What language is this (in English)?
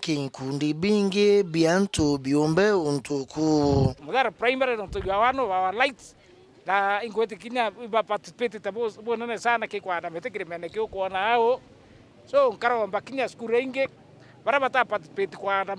Meru